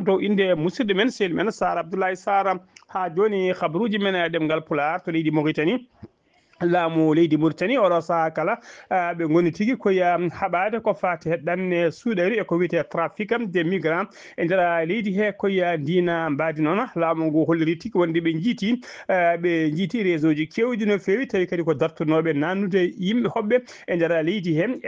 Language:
Fula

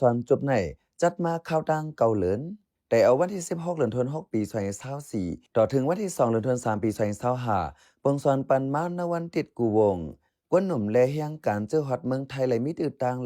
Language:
Shan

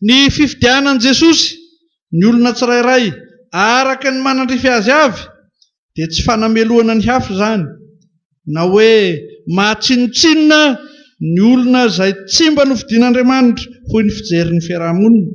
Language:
Malagasy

